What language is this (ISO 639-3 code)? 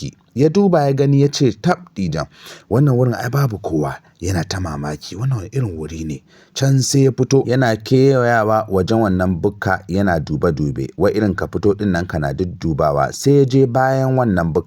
hau